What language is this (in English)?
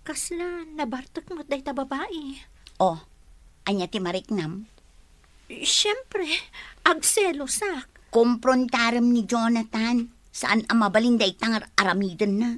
Iloko